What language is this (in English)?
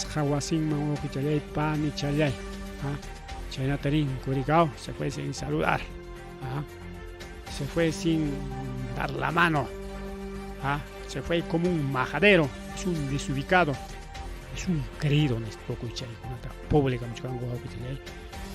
Ayacucho Quechua